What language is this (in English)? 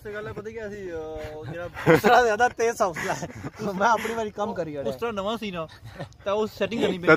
Pahari-Potwari